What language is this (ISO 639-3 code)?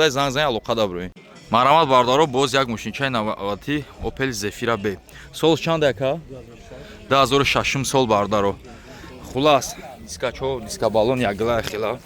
tgk